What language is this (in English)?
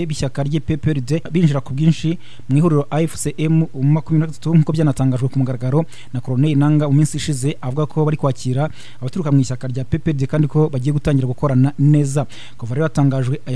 Kinyarwanda